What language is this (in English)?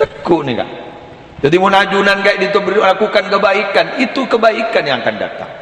Madurese